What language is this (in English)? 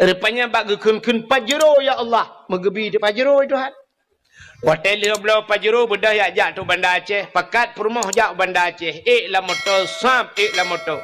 Achinese